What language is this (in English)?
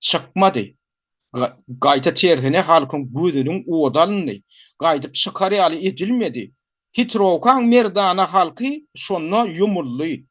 Turkmen